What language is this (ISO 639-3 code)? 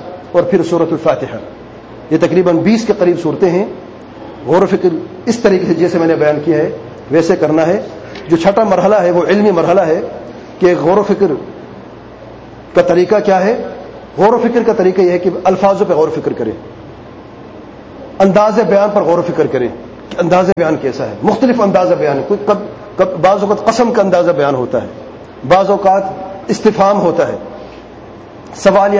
urd